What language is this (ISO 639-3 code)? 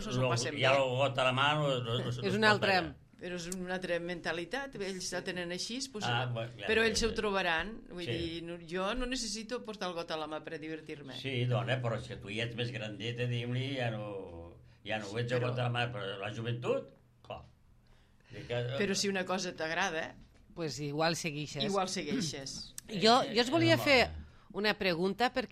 cat